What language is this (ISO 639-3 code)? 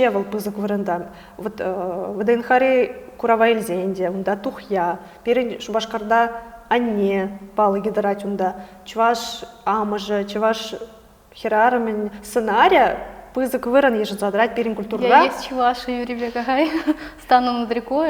chv